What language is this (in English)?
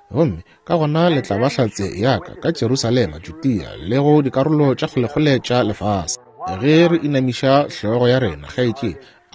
Northern Sotho